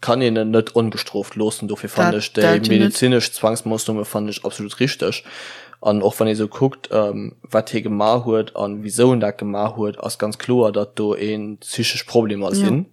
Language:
Luxembourgish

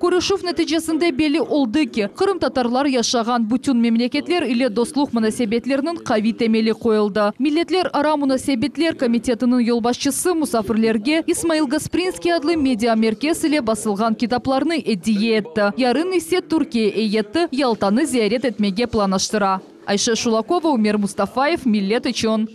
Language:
Crimean Tatar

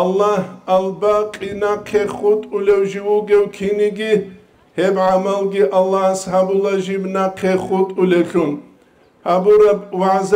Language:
Avaric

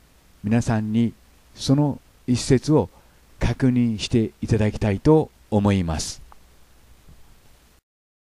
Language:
Japanese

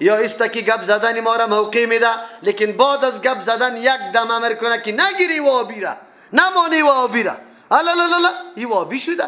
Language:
Persian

